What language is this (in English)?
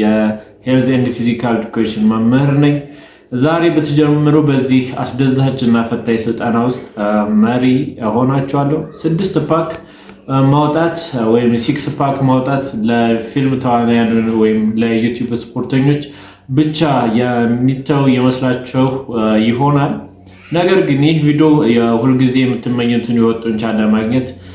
Amharic